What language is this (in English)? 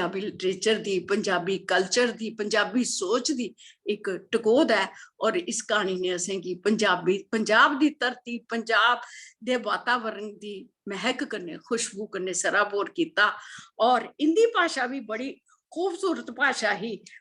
Dogri